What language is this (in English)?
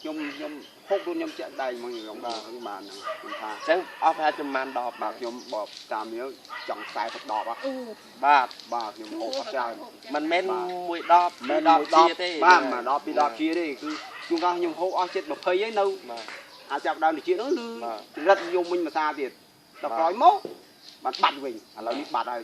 Khmer